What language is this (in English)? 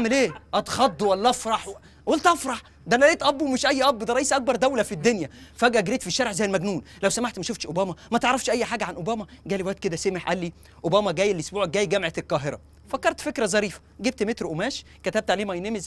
Egyptian Arabic